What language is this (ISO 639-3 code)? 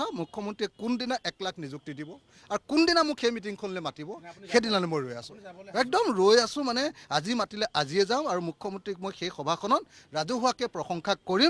asm